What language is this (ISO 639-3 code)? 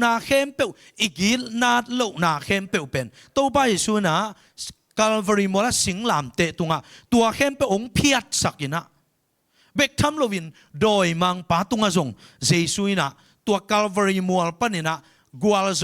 ctd